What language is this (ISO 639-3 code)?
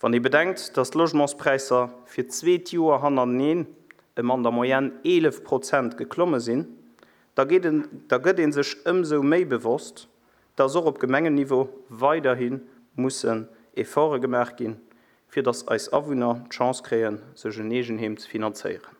ltz